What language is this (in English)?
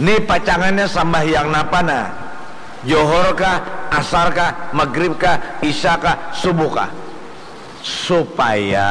Banjar